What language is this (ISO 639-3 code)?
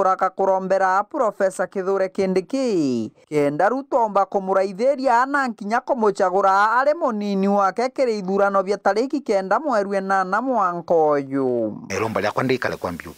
mer